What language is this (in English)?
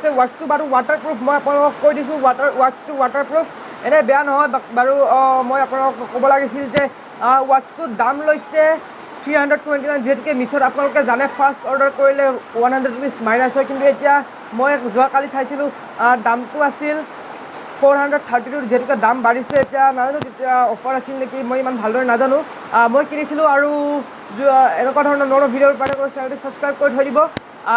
Assamese